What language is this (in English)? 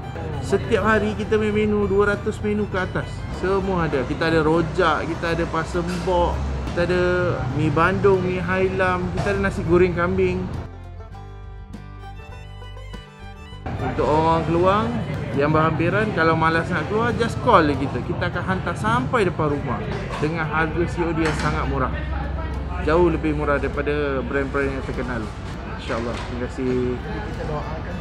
Malay